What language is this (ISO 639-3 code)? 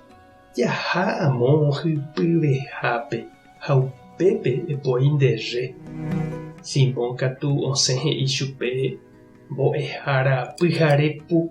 grn